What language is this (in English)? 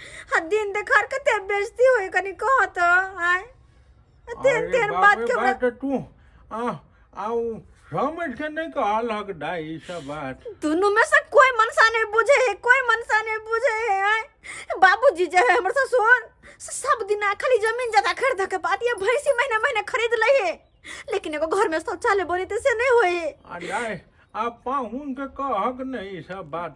Maithili